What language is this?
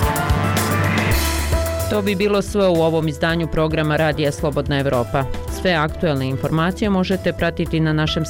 Bosnian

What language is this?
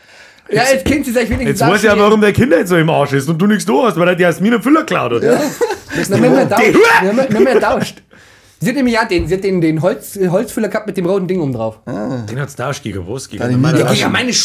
Bavarian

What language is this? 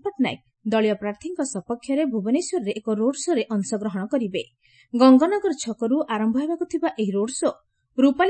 Odia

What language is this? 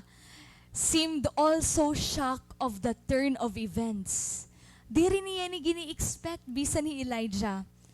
Waray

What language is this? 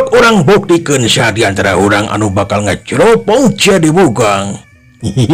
Sundanese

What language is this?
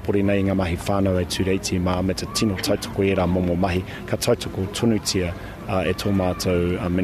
Māori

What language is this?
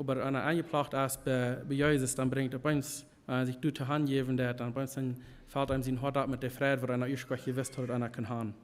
Plautdietsch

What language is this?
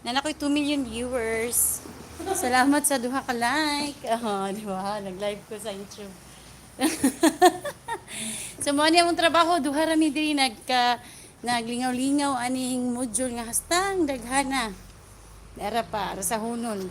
Cebuano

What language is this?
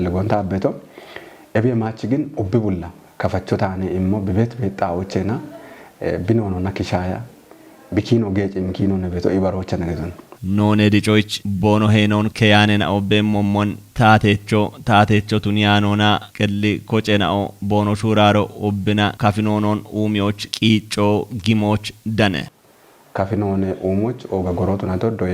Kafa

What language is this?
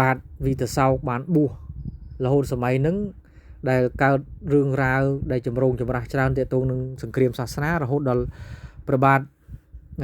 Khmer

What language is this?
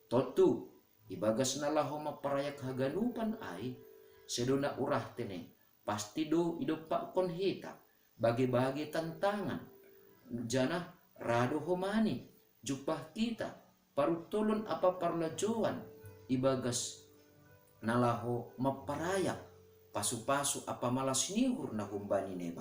Batak Simalungun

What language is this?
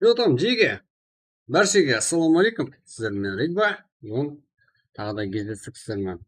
Kara-Kalpak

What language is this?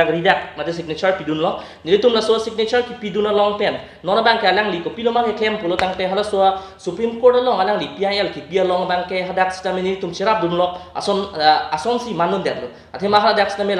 Karbi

